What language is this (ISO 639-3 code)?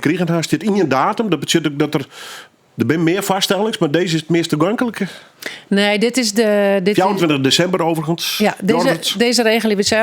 fry